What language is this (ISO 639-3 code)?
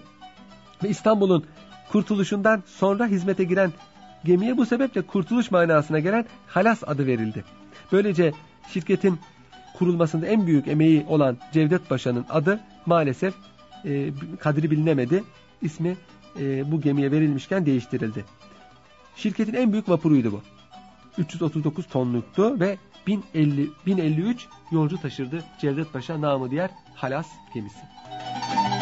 tur